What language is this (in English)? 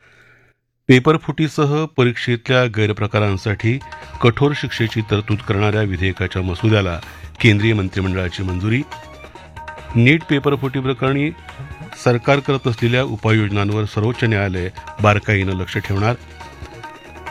Marathi